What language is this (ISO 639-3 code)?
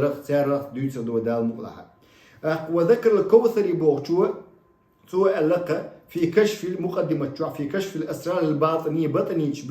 che